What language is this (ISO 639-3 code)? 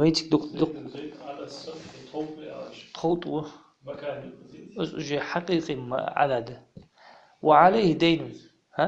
inh